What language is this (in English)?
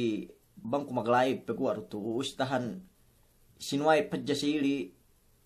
Yakan